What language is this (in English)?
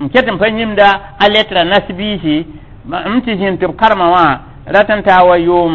Mossi